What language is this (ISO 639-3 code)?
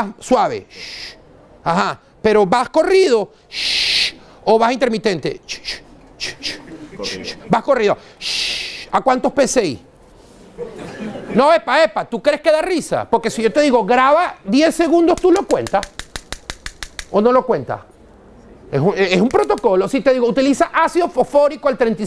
spa